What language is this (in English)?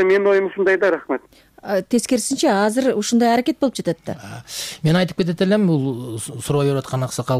Kyrgyz